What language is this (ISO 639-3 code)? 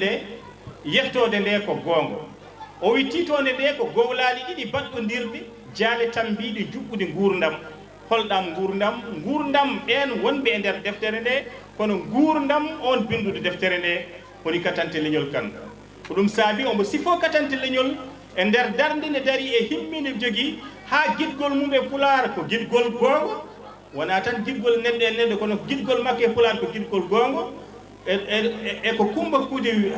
ful